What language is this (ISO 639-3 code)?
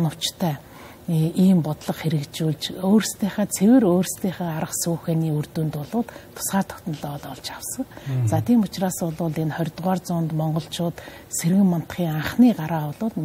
mon